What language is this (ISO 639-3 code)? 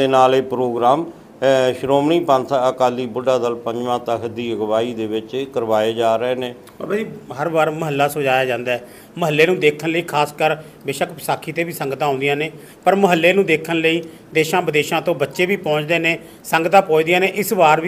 pan